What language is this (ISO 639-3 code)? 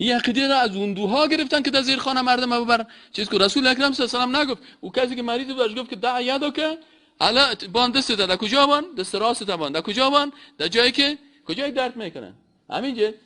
fas